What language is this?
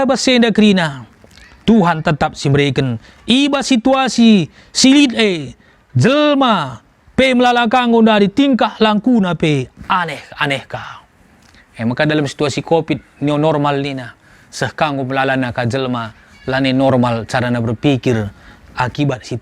Batak Karo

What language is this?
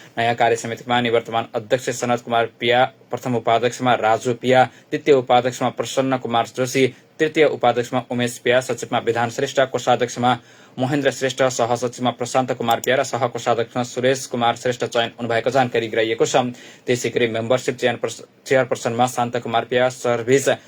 Nepali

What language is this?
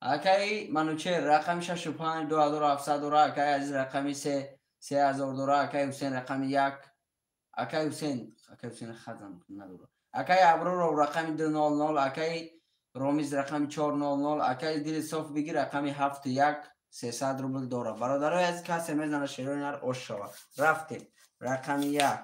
Tajik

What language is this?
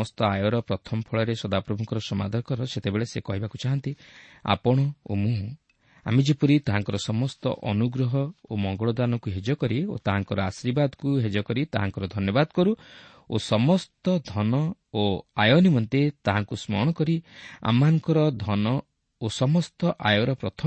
Odia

